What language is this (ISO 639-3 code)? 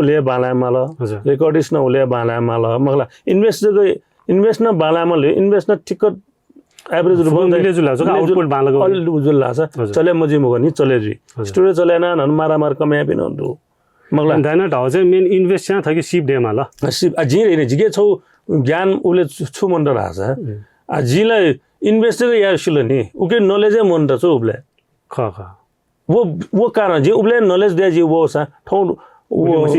new